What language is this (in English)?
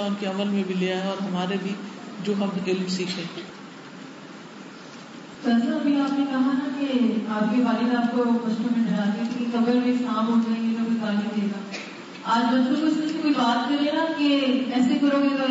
Urdu